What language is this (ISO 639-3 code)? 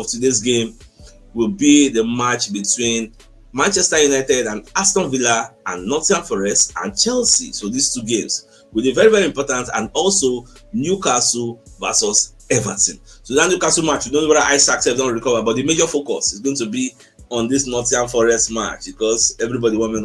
pcm